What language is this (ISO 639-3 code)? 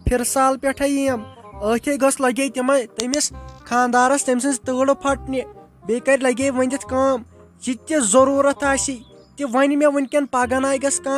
kas